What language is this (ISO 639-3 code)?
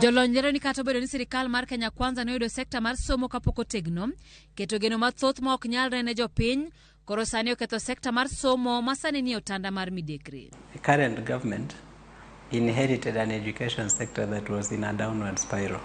luo